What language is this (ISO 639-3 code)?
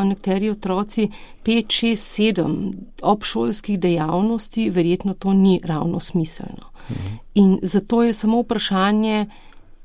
slv